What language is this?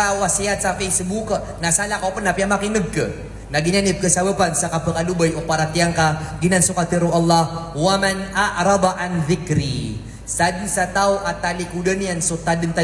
Maranao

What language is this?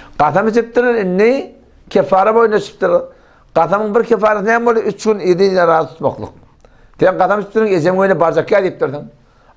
Turkmen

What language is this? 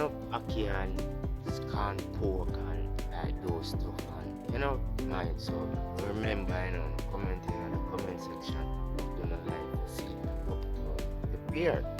Jamaican Creole English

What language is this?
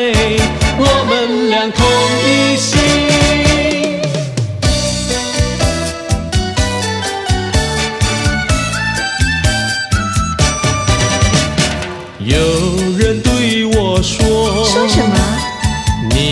Chinese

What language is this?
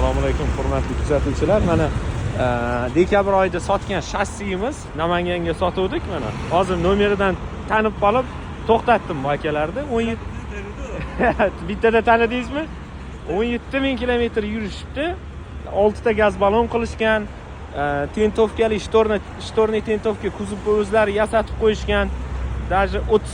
Uzbek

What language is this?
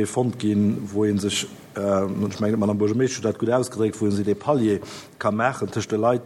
Luxembourgish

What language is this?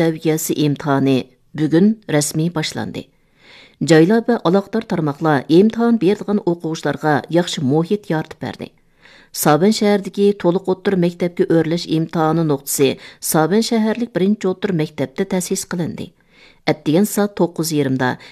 Uyghur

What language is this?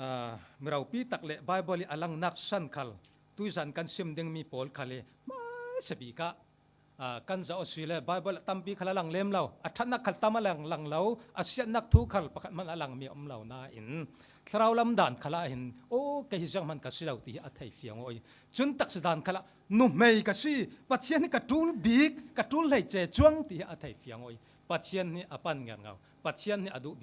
Falam Chin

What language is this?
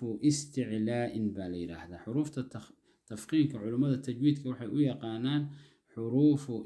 Somali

